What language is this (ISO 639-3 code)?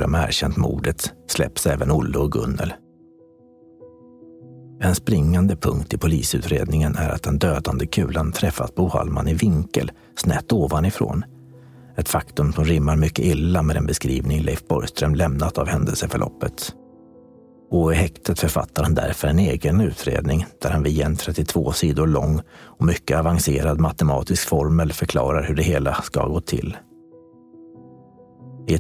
swe